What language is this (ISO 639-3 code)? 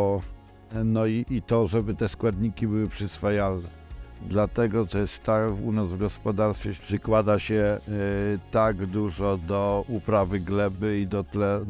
pol